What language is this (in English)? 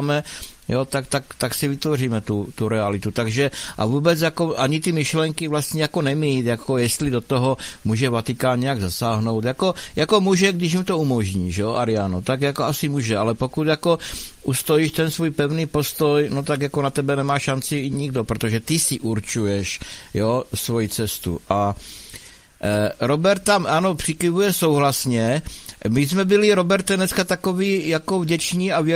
Czech